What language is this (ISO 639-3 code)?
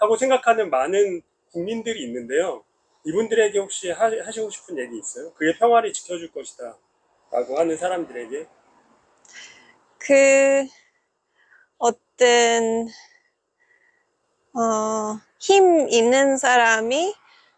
kor